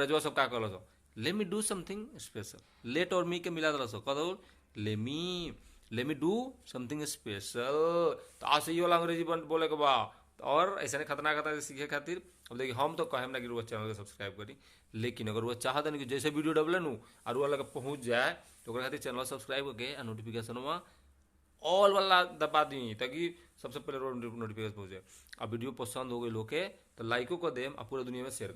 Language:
Bhojpuri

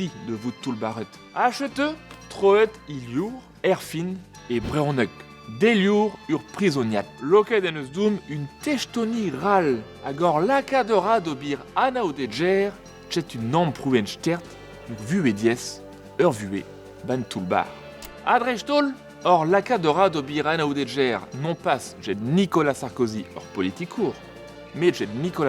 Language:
Breton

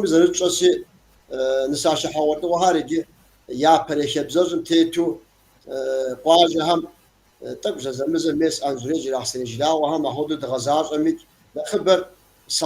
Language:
Kabardian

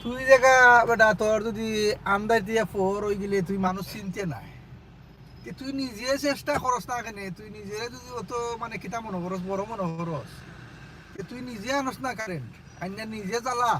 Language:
Sylheti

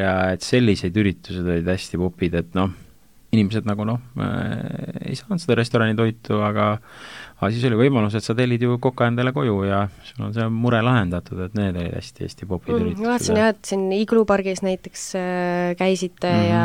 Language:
Estonian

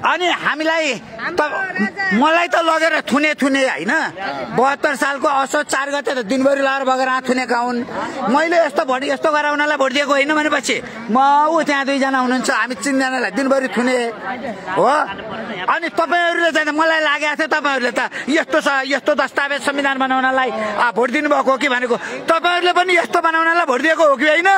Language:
Nepali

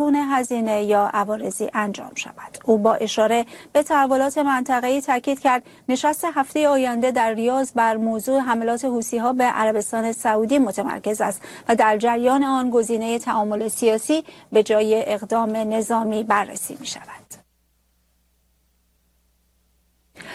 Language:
Persian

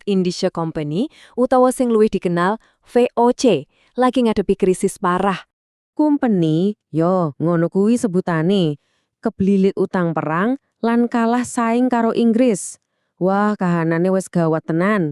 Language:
Javanese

